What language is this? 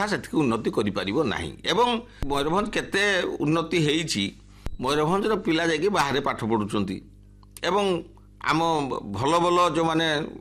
Odia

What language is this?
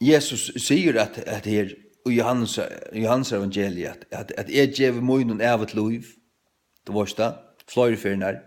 Faroese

